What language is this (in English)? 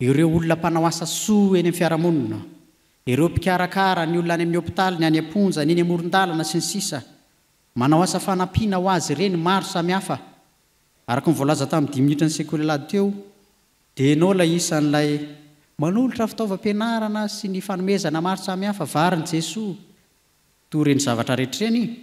Malagasy